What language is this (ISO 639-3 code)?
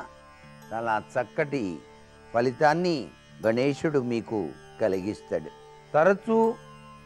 tel